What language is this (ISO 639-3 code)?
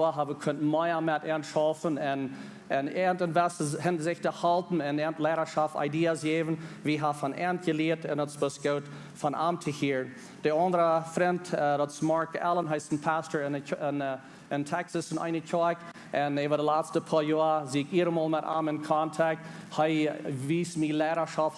pdt